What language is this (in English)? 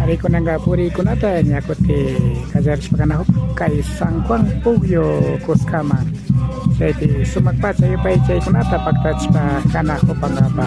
Imbabura Highland Quichua